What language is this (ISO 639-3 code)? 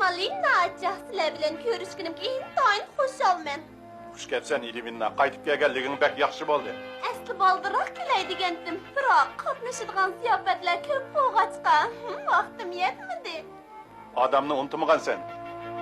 uig